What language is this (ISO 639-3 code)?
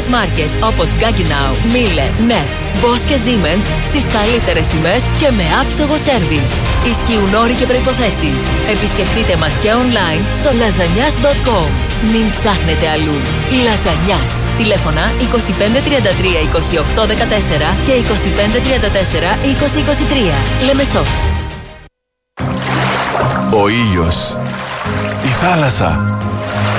ell